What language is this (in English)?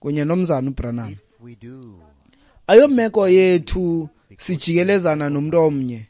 Xhosa